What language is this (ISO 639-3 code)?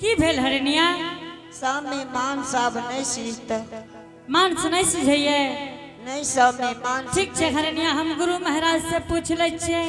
anp